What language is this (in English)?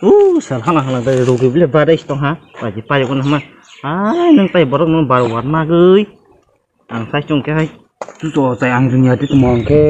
Kok Borok